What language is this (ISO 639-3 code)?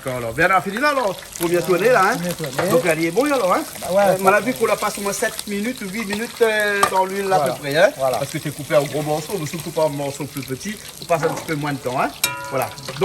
rcf